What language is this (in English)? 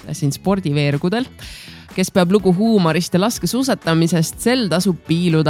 Estonian